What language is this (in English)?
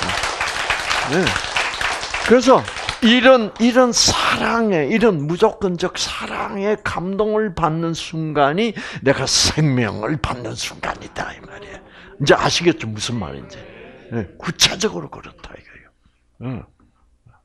Korean